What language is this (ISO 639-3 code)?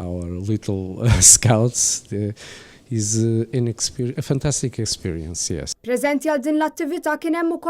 mlt